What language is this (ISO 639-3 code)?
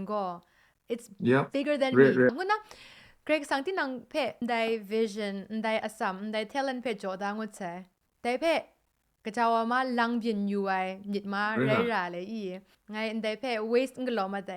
kac